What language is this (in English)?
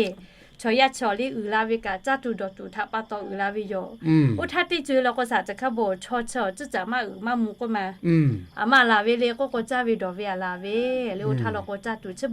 Lahu